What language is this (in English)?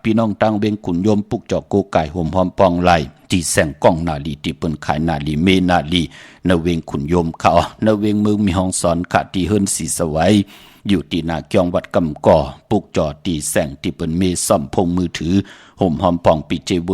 Shan